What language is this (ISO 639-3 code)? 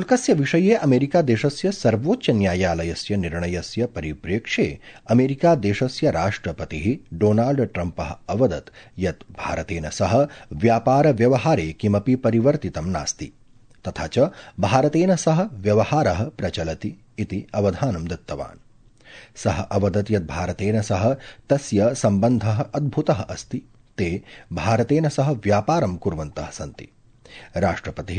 san